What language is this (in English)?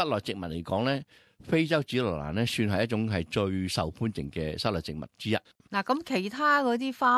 Cantonese